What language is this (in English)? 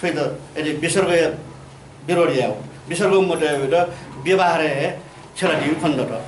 Newari